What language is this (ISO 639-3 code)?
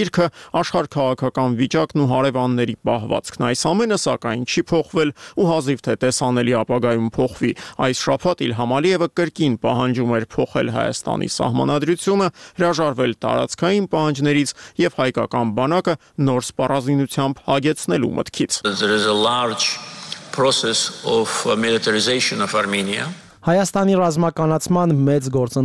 hye